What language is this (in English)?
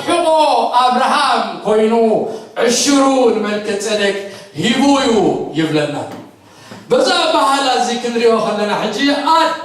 Tigrinya